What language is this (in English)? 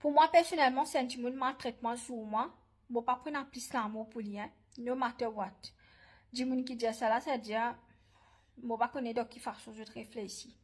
Morisyen